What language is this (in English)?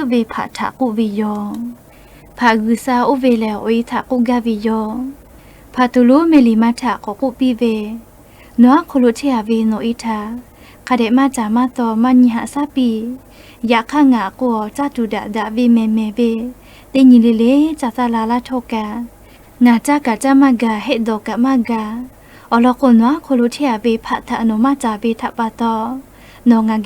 Lahu